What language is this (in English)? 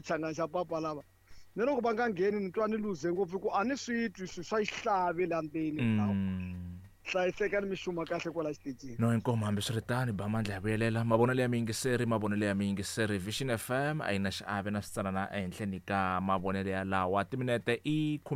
Tsonga